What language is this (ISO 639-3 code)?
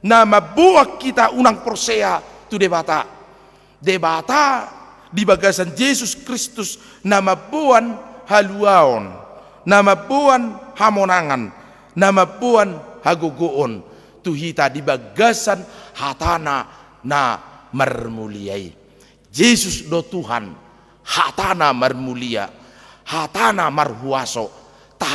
bbc